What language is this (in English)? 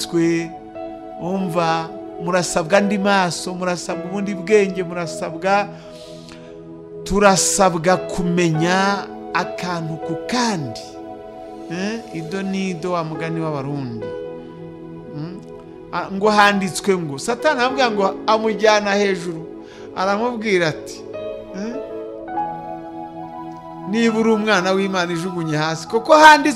Kinyarwanda